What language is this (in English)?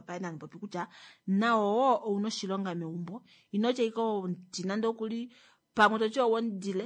Kuanyama